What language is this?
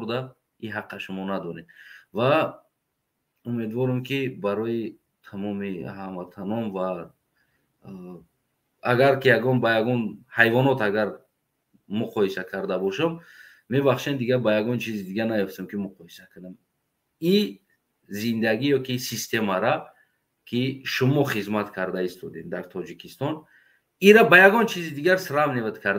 Tajik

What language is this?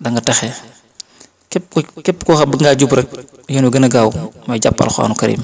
Wolof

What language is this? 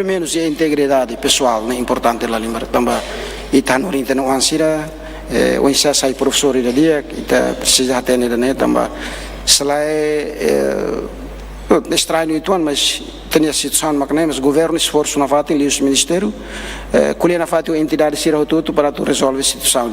Tetum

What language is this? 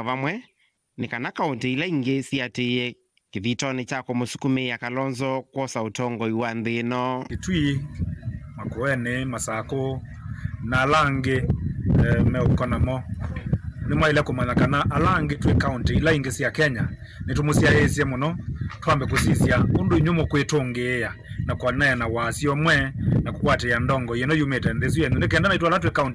Kamba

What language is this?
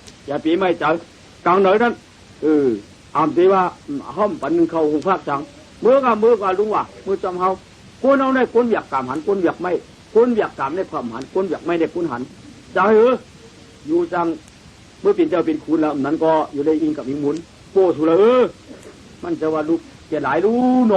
Shan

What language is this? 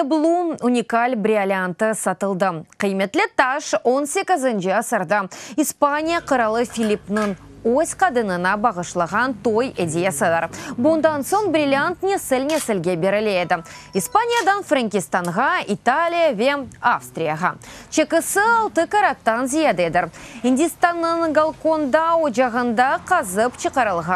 Crimean Tatar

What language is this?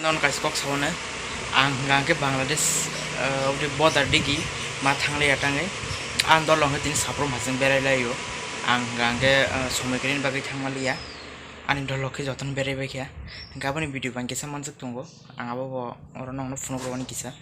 Kok Borok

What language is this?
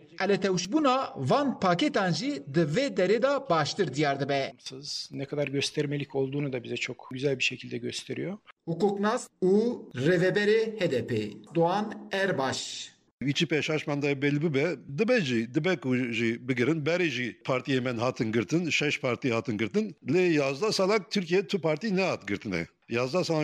Kurdish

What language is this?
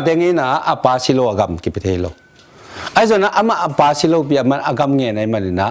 Tedim Chin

